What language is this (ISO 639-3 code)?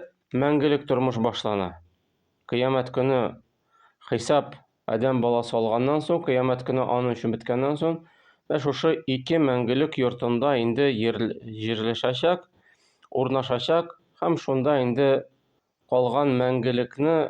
tat